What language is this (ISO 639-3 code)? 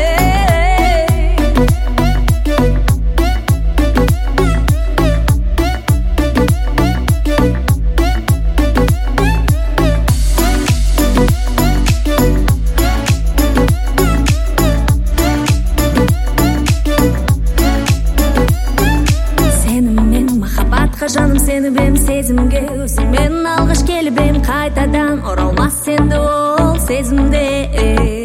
kaz